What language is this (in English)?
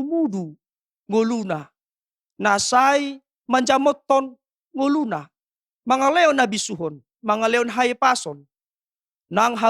Batak Toba